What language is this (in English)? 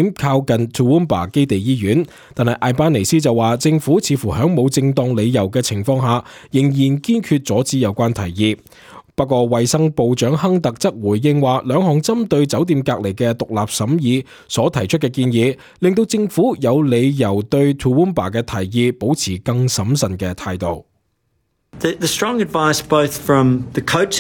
Cantonese